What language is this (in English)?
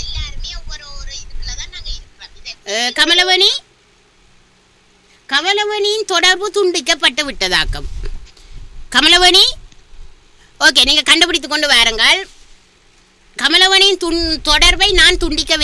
Tamil